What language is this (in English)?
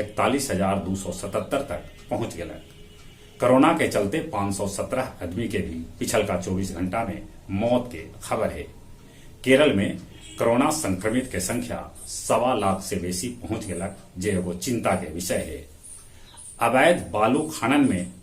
Magahi